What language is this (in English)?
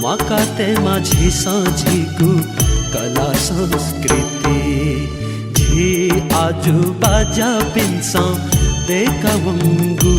Newari